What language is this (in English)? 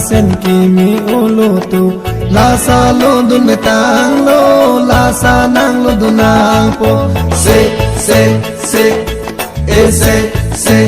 Karbi